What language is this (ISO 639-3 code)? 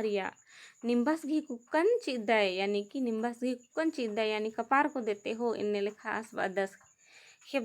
kru